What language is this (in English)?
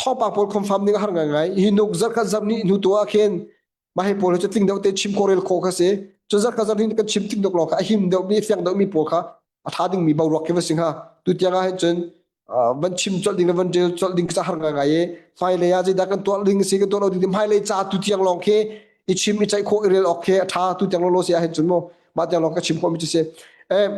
Hakha Chin